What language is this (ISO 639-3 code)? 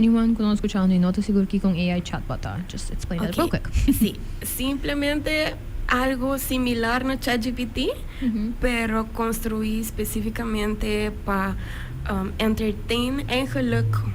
pap